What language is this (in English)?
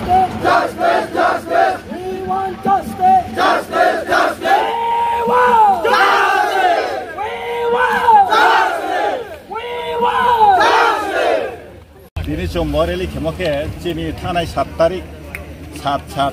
Riang (India)